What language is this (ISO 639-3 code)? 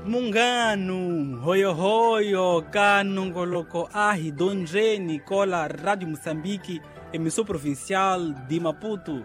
tso